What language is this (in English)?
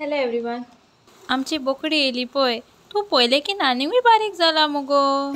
Konkani